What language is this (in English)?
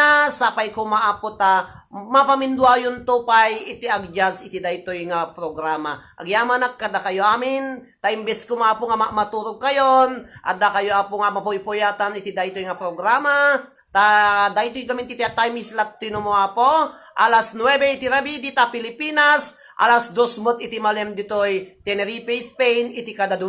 Iloko